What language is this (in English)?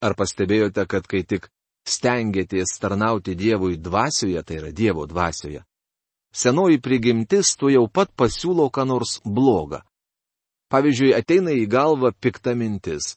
Lithuanian